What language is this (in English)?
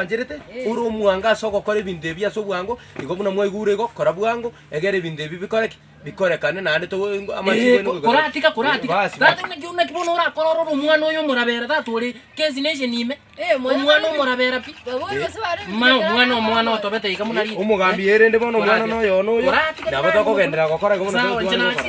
Gusii